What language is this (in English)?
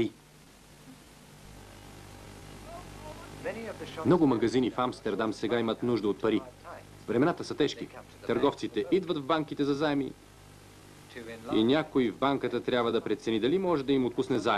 Bulgarian